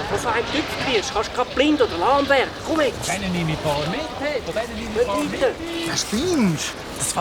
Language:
Swiss German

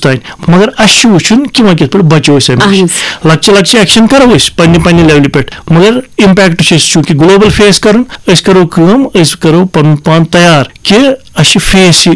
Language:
Kashmiri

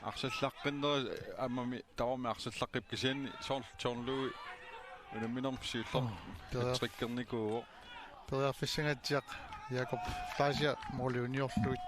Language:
Kalaallisut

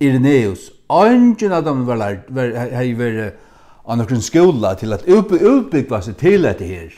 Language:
Faroese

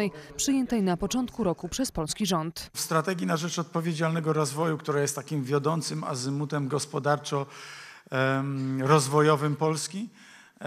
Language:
Polish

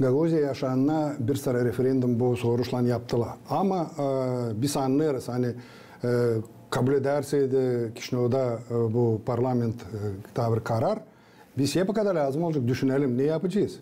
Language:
Gagauz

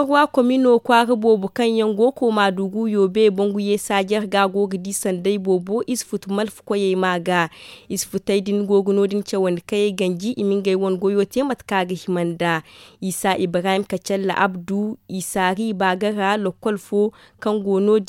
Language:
Zarma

